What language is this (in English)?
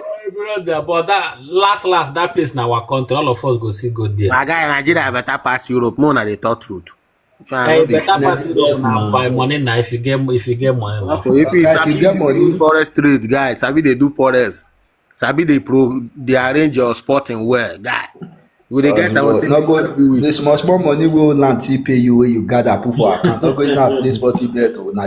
Nigerian Pidgin